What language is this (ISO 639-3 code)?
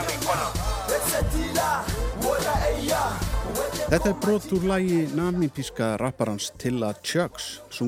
isl